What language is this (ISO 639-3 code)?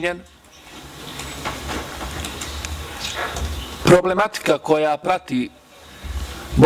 bos